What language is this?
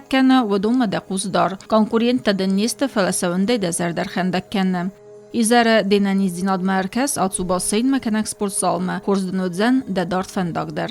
Ossetic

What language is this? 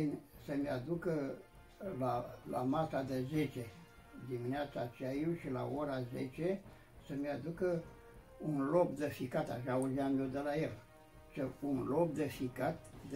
Romanian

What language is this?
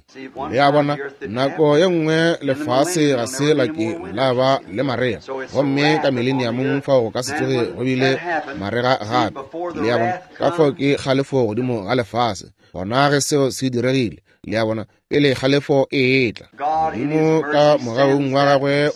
Northern Sotho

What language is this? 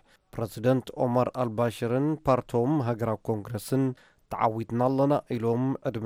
Tigrinya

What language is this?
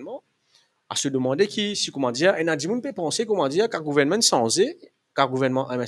Morisyen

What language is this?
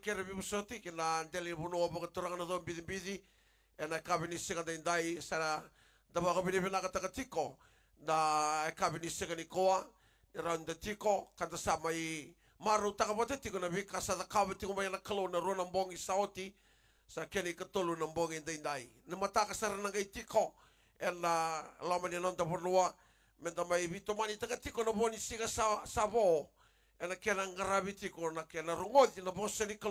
Fijian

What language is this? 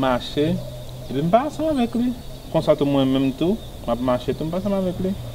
Haitian Creole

